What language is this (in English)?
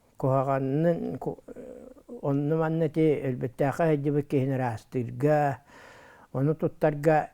Yakut